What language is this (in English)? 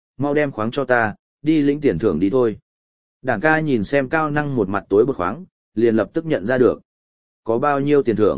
Vietnamese